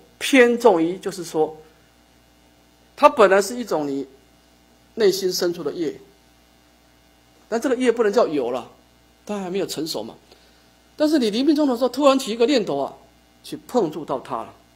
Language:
Chinese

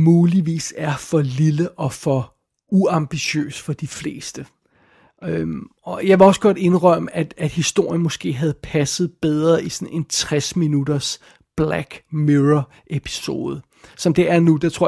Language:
Danish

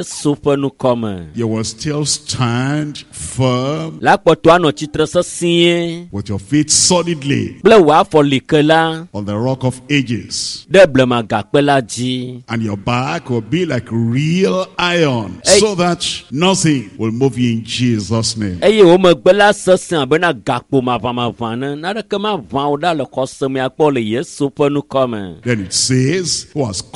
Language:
Ewe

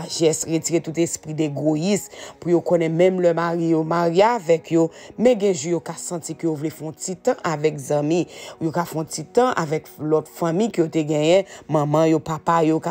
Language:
Haitian Creole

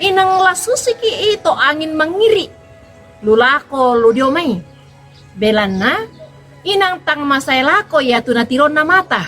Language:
Toraja-Sa'dan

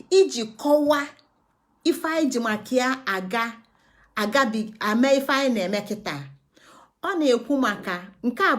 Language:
Igbo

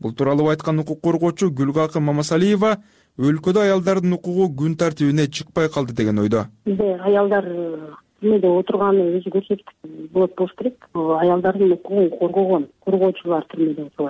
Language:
Kyrgyz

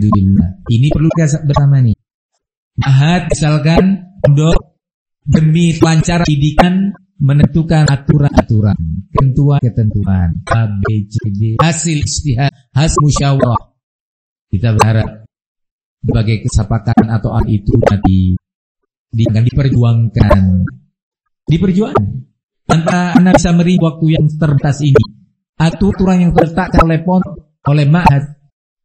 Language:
Indonesian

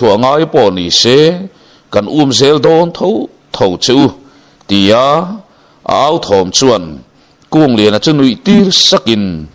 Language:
Mizo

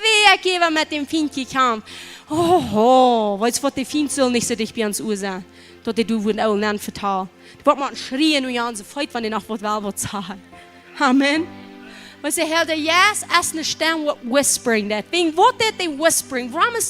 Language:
Plautdietsch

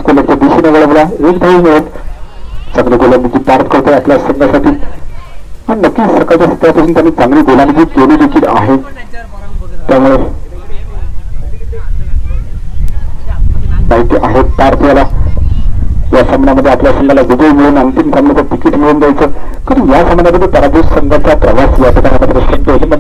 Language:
Marathi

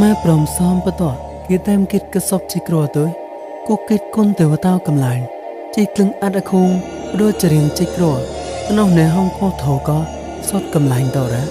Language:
Mon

